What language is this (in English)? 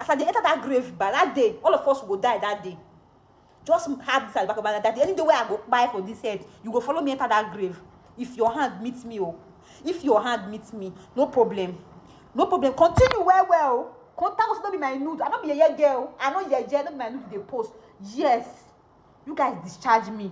Nigerian Pidgin